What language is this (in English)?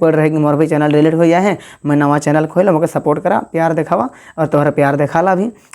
Sadri